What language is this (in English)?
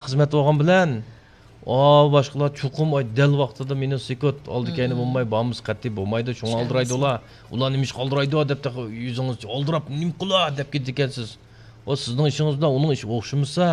Uyghur